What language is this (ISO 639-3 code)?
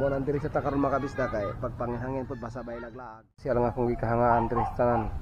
ceb